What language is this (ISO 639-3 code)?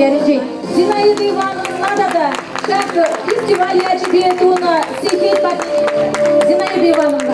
chv